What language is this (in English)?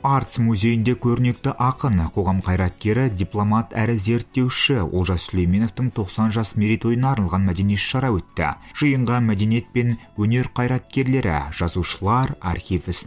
Kazakh